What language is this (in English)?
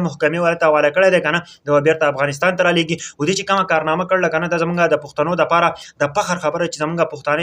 Pashto